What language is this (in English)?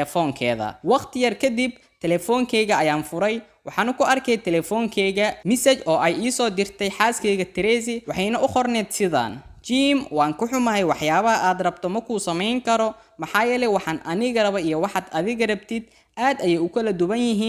Somali